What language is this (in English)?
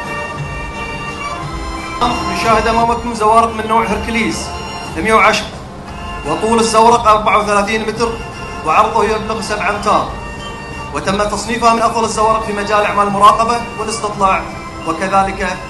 Arabic